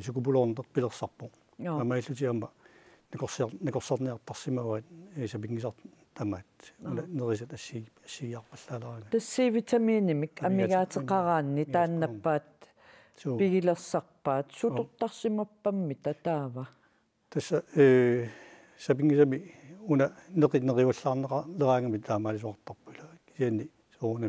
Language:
Kalaallisut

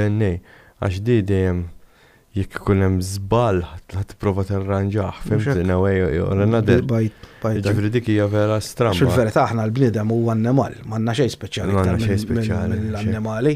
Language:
Maltese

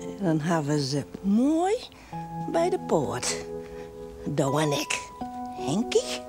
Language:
Western Frisian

